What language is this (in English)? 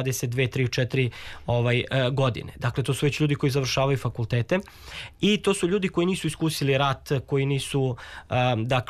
Serbian